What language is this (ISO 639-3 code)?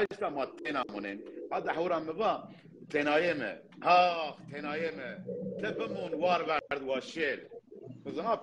zza